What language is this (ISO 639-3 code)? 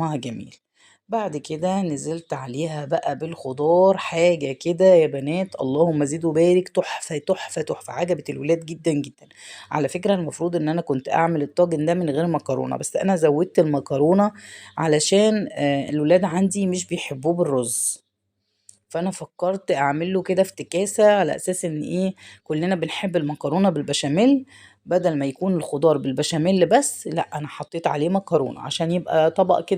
arz